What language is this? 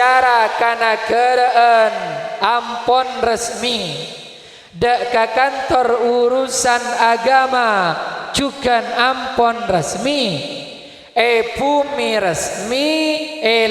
Madurese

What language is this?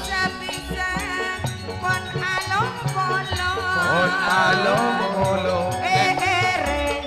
Madurese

